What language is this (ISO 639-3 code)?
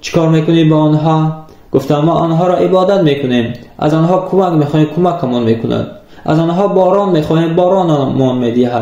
tgk